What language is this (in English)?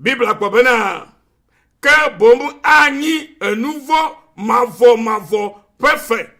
Ewe